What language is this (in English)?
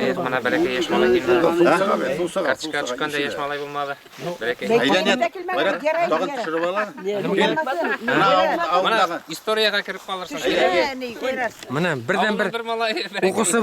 Bashkir